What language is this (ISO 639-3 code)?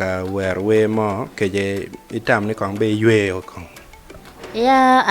ach